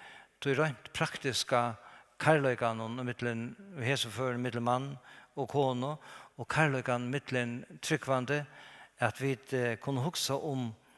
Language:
Faroese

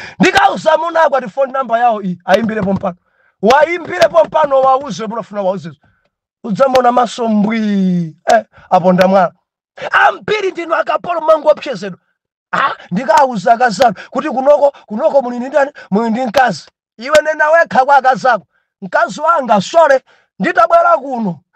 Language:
Nyanja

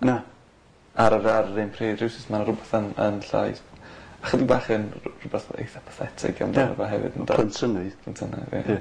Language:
Welsh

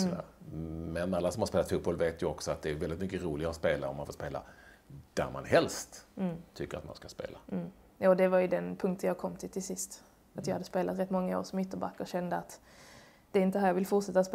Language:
Swedish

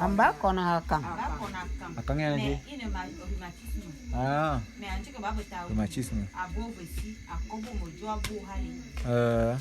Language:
Bulu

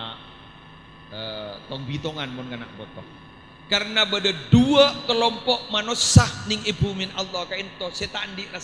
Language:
Madurese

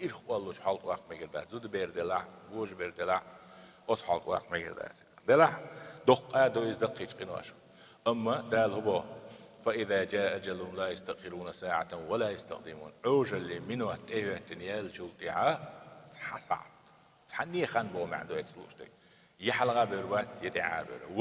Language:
Chechen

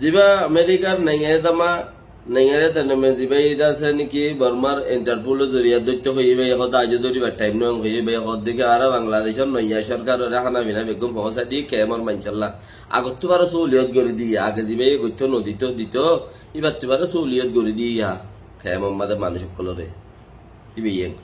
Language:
Rohingya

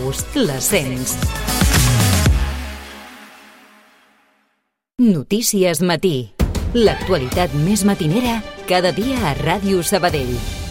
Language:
Catalan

